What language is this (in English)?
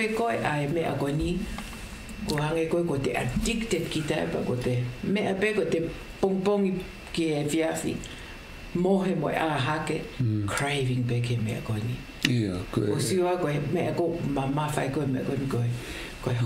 Tongan